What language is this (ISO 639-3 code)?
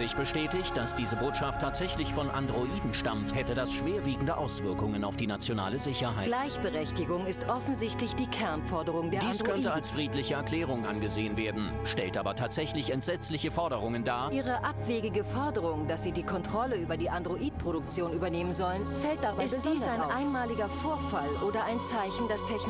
bar